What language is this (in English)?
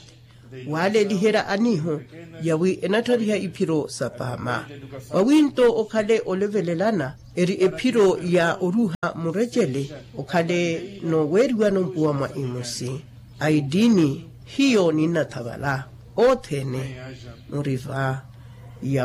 Makhuwa